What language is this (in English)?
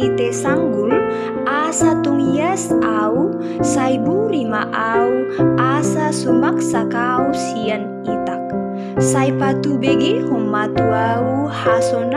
Batak Toba